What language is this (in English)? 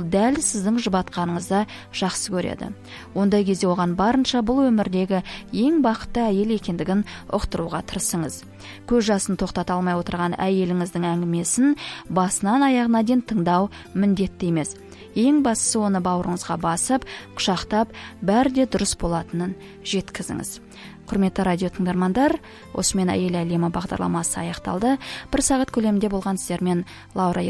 Kazakh